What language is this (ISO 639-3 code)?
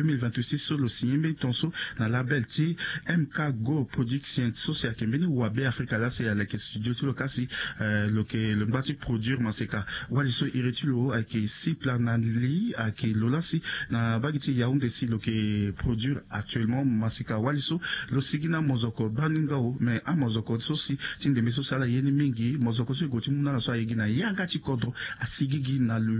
sag